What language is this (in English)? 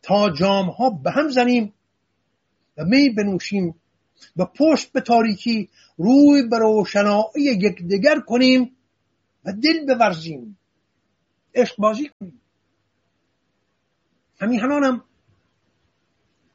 Persian